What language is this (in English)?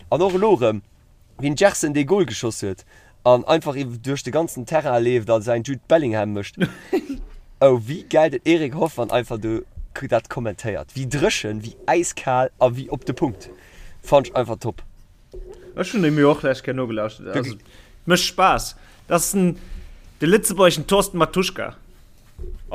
Luxembourgish